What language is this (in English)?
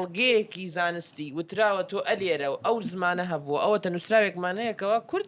Central Kurdish